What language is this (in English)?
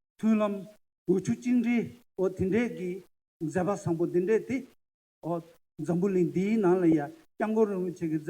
Tibetan